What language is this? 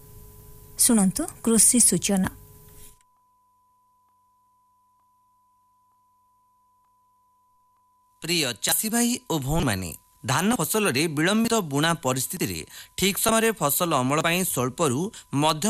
Odia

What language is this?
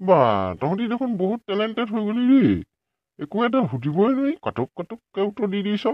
Assamese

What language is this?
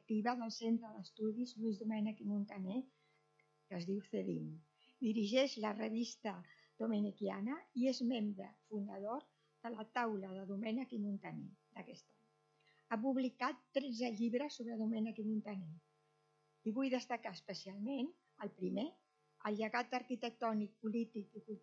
Catalan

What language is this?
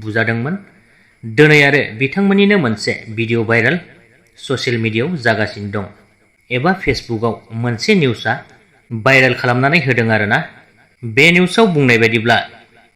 Bodo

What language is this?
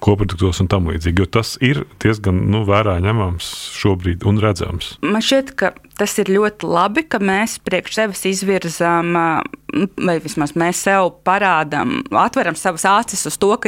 Latvian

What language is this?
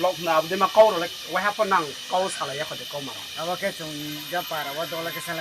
Riang (India)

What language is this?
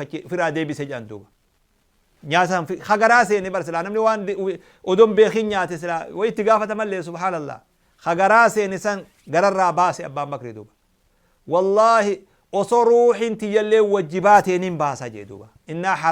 Oromo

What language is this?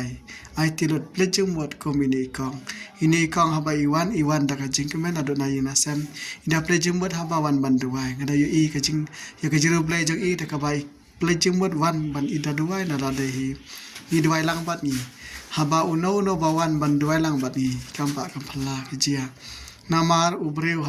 Khasi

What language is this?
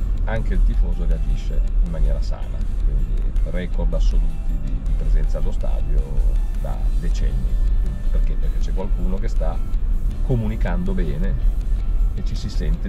Italian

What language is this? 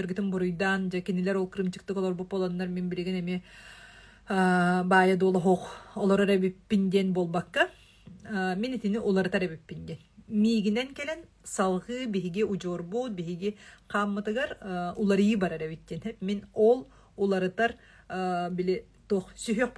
Yakut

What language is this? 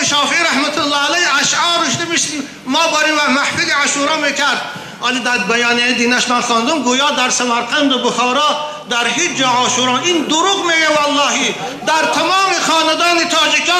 Tajik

